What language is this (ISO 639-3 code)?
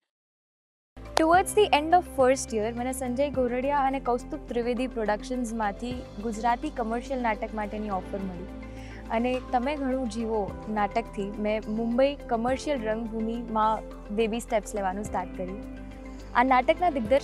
guj